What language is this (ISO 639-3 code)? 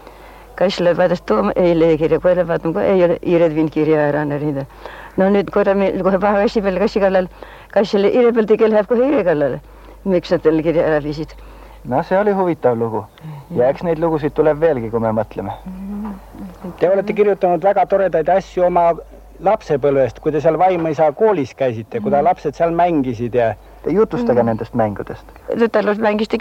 est